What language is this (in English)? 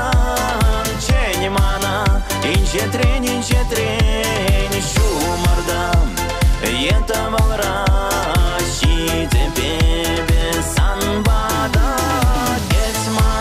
Chuvash